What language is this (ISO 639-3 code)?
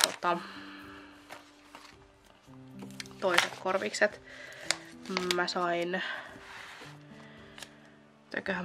fin